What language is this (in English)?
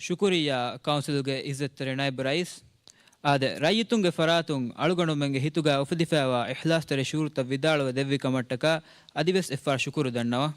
Divehi